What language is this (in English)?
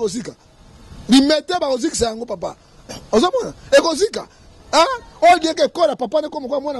Lingala